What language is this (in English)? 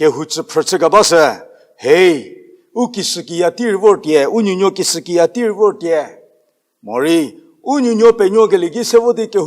Angami Naga